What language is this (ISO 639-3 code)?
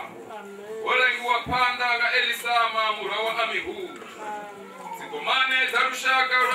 ven